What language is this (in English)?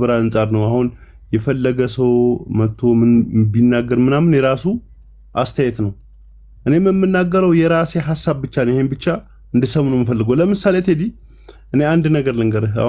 Amharic